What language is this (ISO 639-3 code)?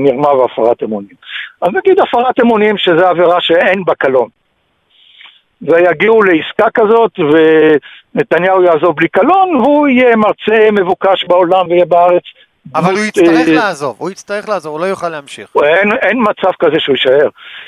heb